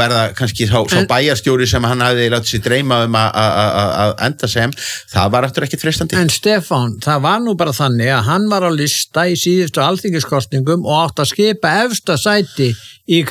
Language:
Icelandic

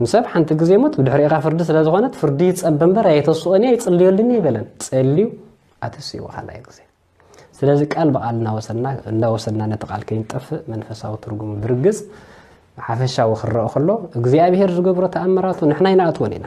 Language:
Tigrinya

